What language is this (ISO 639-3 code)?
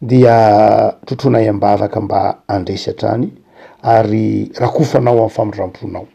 mlg